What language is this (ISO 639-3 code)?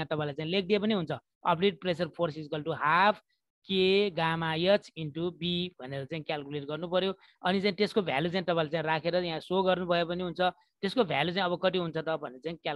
nep